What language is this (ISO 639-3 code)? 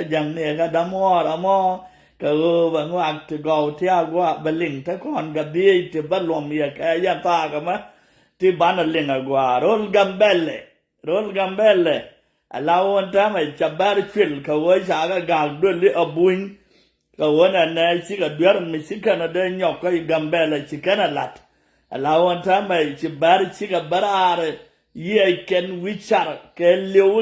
nus